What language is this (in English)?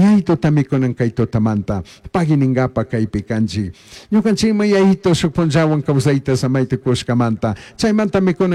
Chimborazo Highland Quichua